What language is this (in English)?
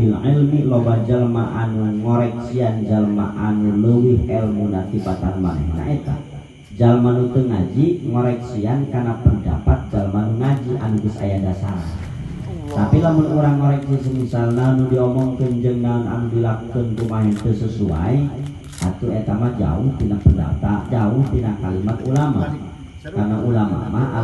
Sundanese